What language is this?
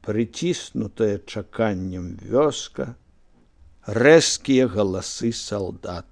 Belarusian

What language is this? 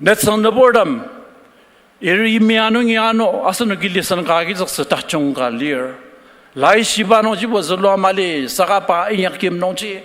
Ao Naga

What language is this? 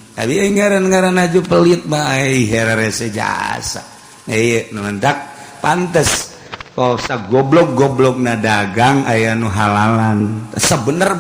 Sundanese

